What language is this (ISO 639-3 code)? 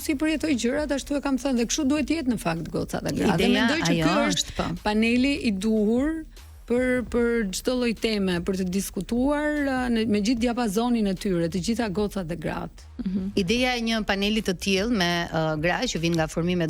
sqi